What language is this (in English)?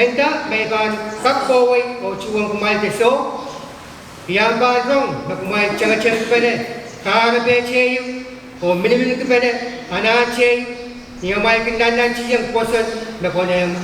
Pohnpeian